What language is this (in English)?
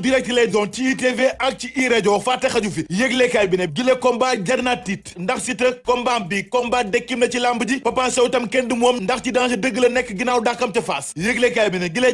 Wolof